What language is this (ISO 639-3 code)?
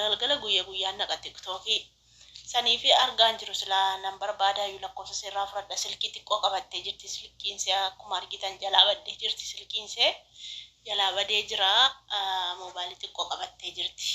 orm